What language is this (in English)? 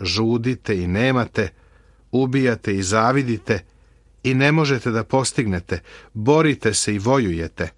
Serbian